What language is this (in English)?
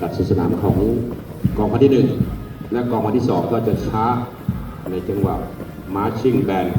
Lao